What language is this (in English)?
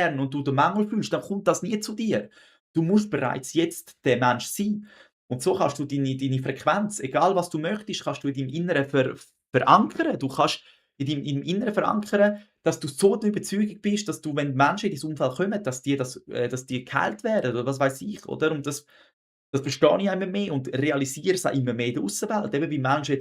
Swiss German